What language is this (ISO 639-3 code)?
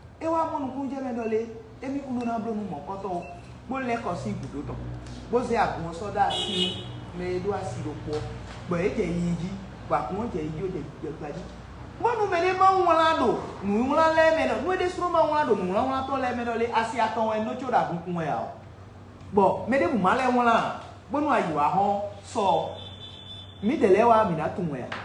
fon